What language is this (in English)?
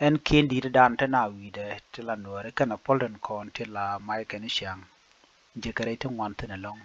Nuer